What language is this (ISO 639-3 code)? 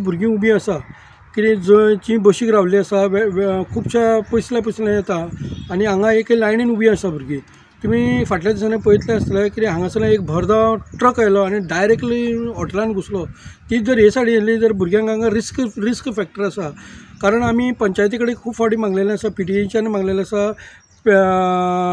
kok